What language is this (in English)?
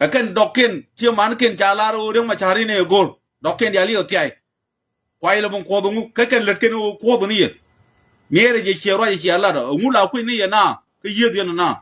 Nuer